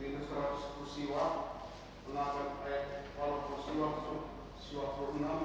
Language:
Batak Karo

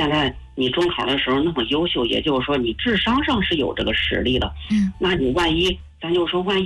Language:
Chinese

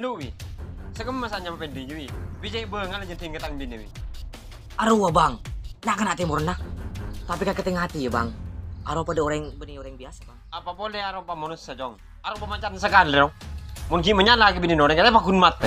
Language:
Madurese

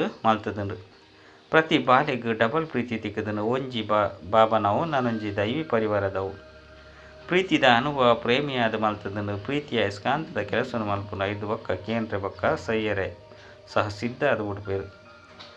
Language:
Tulu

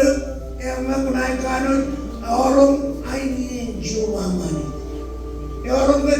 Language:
Marshallese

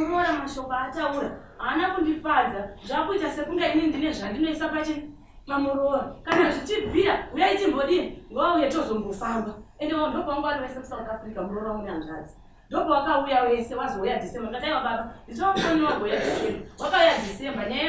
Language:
Shona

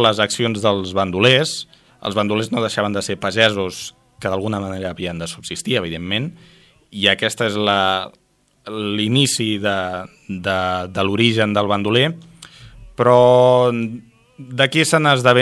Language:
Catalan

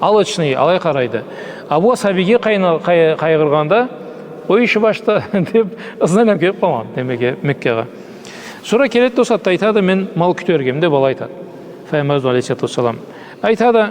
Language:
Karachay-Balkar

